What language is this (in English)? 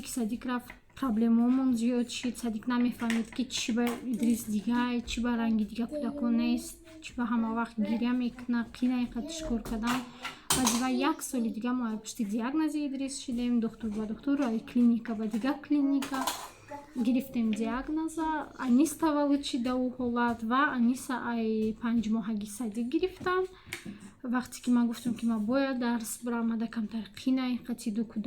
Tajik